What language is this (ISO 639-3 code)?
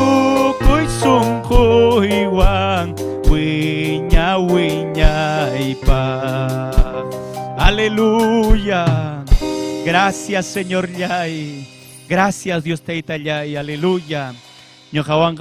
quy